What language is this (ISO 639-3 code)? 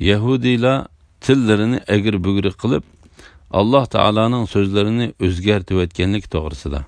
uig